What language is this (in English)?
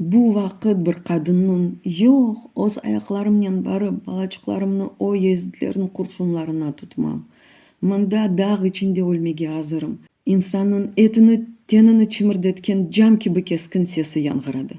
Crimean Tatar